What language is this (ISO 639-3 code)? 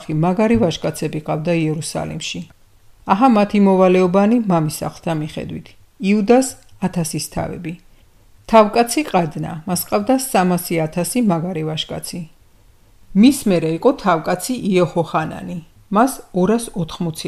kat